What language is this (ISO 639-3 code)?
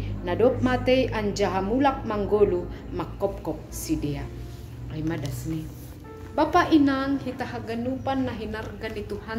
bts